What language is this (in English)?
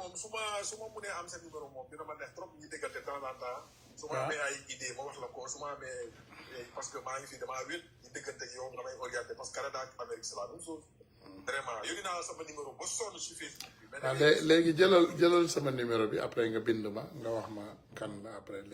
Wolof